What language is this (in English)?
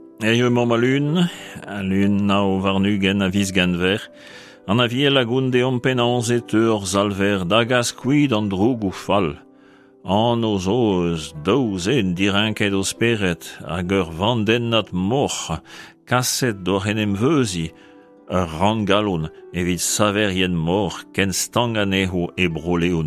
Breton